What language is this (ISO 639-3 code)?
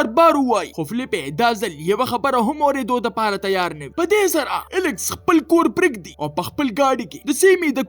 pus